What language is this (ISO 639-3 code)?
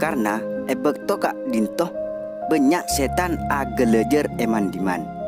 mad